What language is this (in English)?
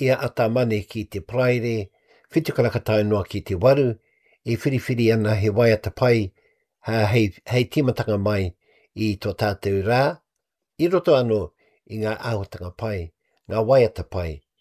Māori